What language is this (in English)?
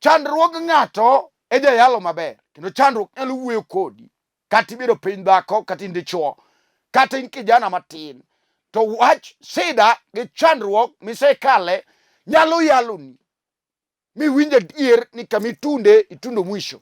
Luo (Kenya and Tanzania)